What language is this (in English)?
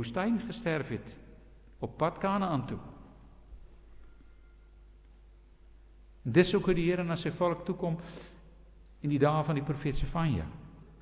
Afrikaans